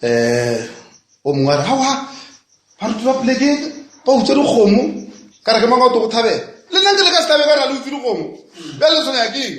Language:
Northern Sotho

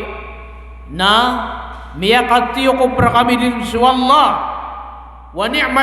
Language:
Maranao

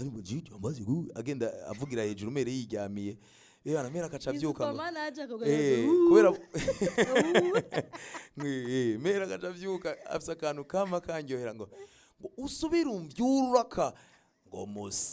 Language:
Rundi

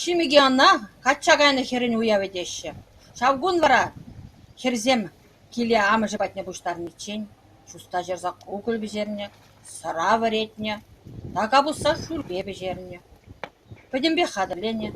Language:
Chuvash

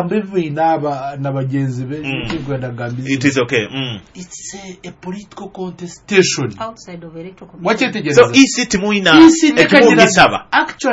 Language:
Nyoro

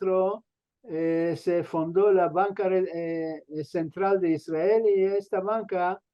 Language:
Ladino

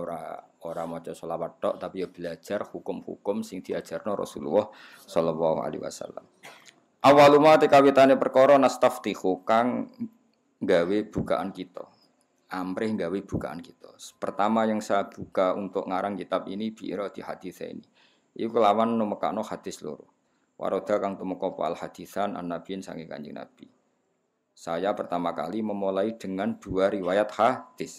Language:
Javanese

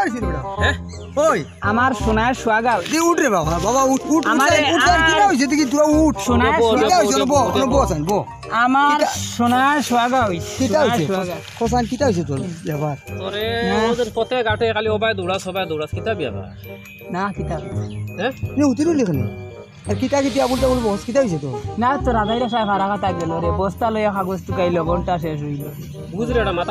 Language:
Sylheti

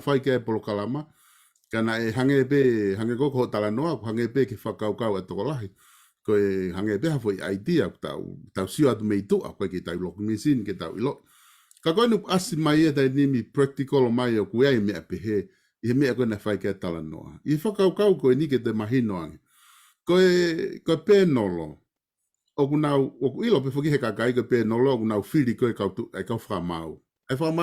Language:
Tongan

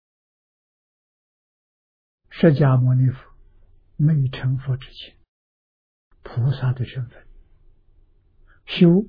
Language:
Chinese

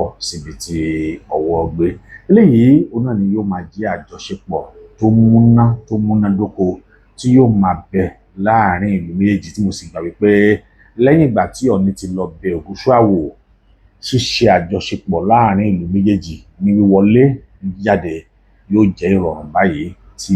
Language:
Yoruba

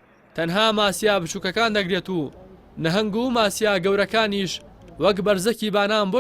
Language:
Central Kurdish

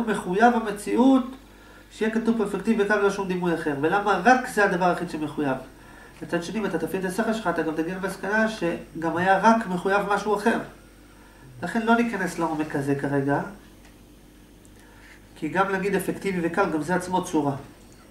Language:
Hebrew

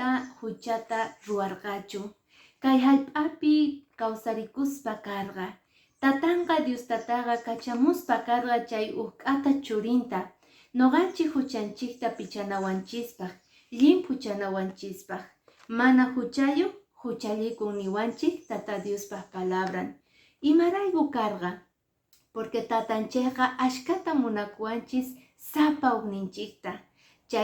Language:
Quechua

